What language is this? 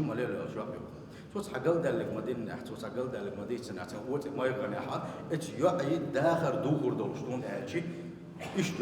Chechen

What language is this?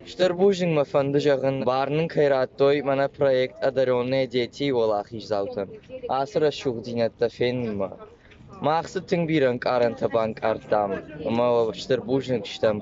Ossetic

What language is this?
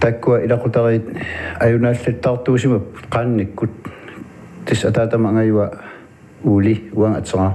Kalaallisut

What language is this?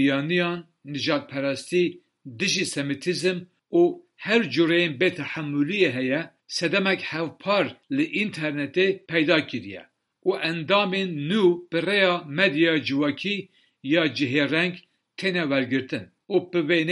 Kurdish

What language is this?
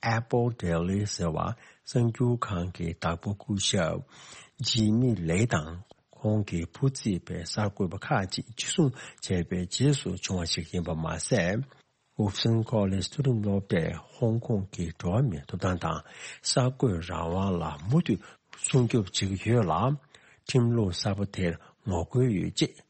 Tibetan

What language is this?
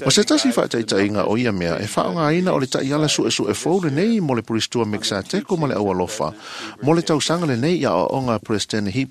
Samoan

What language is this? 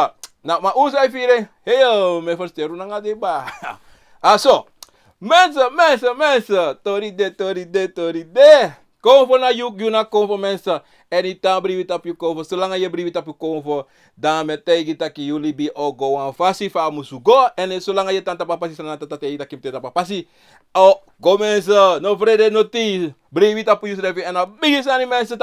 Sranan Tongo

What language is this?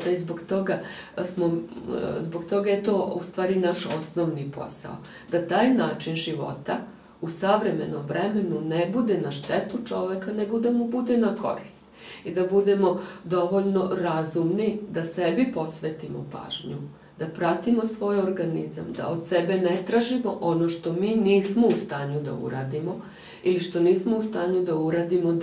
Serbian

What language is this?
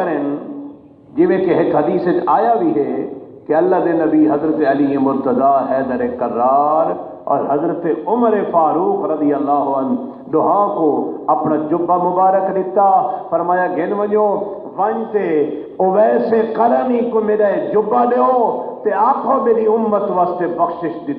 Saraiki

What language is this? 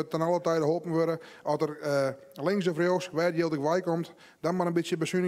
Western Frisian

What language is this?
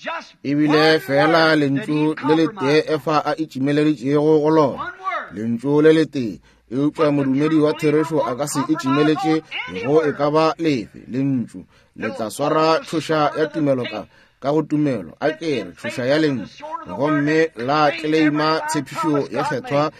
Northern Sotho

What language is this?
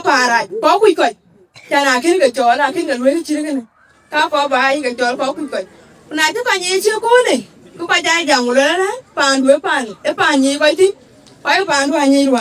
Dinka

